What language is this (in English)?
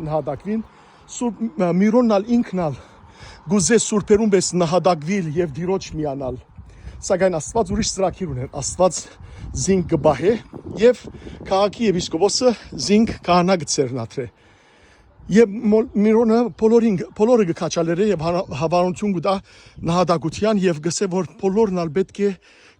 Western Armenian